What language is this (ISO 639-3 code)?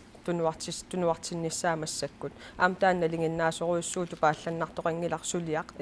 kal